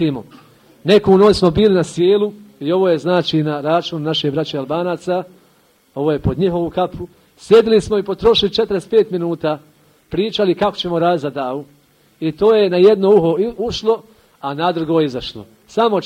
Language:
Bosnian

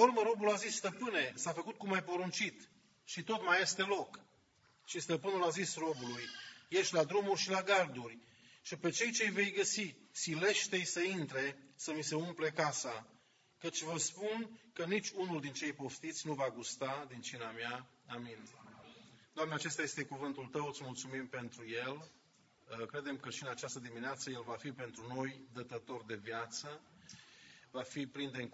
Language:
Romanian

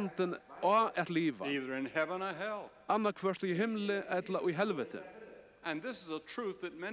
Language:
Faroese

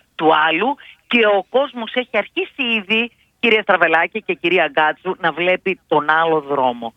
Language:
Greek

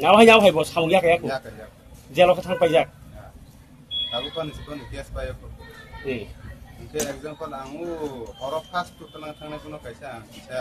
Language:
Kok Borok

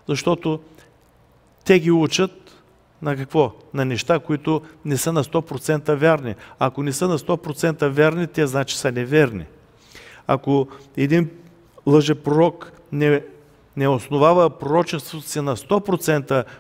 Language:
Bulgarian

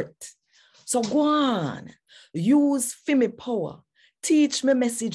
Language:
Jamaican Creole English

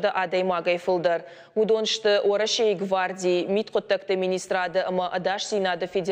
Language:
Ossetic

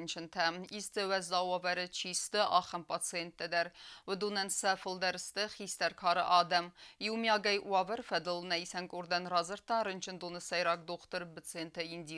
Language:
Ossetic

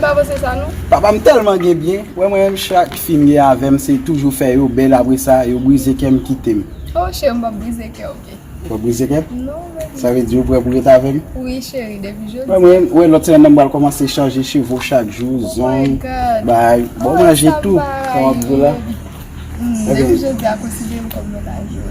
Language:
Haitian Creole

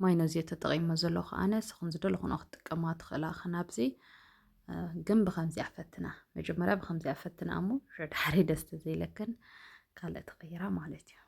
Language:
Tigrinya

